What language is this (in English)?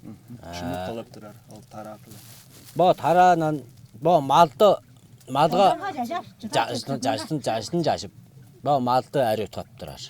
Tuvinian